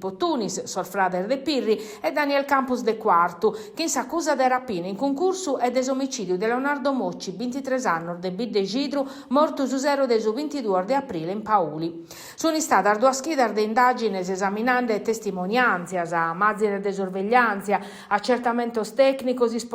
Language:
Sardinian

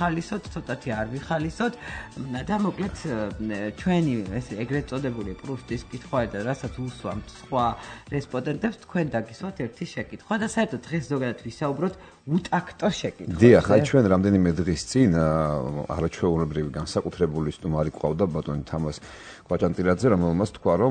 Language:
Georgian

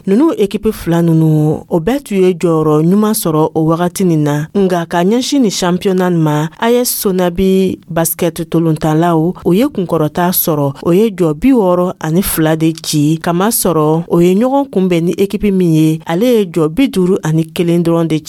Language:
Dyula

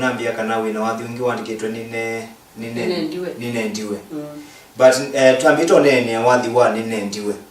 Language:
Kamba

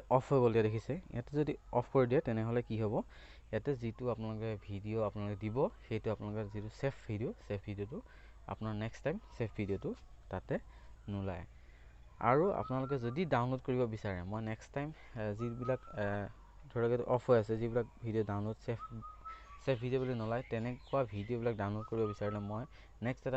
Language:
Assamese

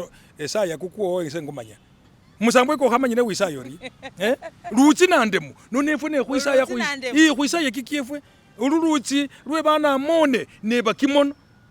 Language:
Masaaba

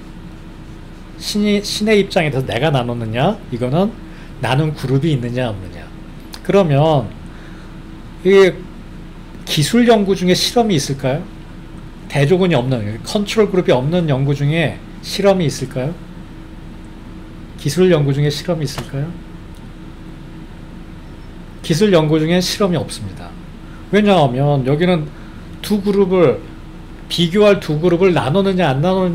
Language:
Korean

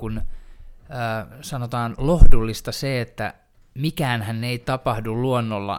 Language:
Finnish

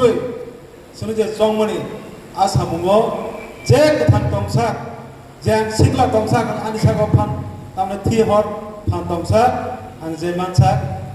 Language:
Kok Borok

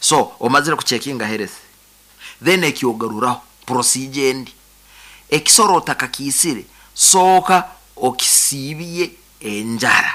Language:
Nyoro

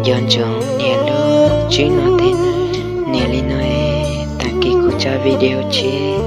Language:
Hmong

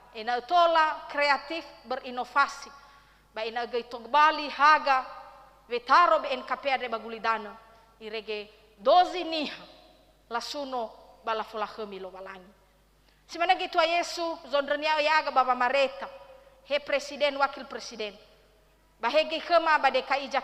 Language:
Nias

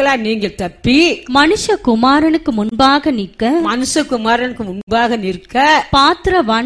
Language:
Tamil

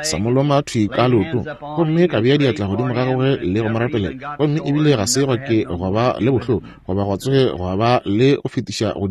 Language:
Northern Sotho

